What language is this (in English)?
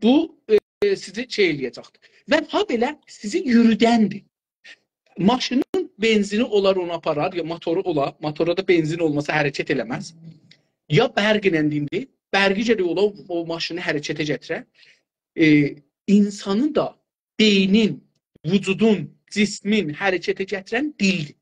South Azerbaijani